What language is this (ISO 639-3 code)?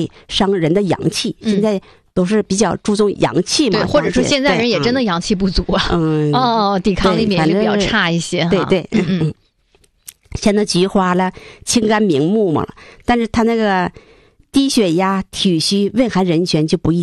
zho